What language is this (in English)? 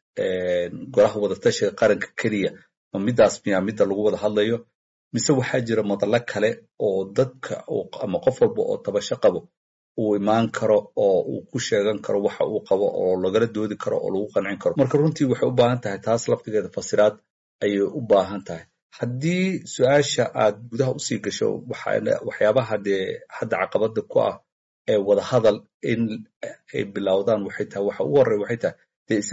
Somali